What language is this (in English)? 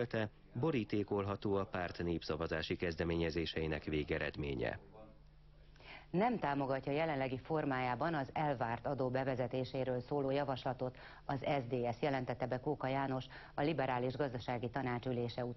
Hungarian